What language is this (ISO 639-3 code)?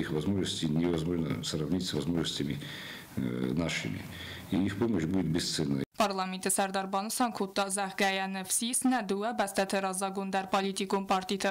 oss